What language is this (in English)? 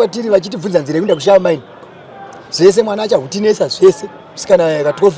Shona